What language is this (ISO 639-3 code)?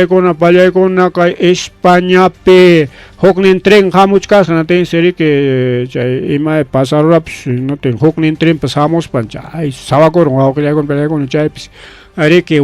quy